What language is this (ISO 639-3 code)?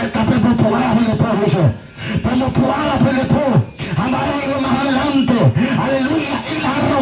grn